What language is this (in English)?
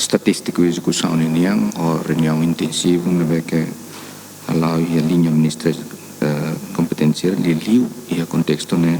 Tetum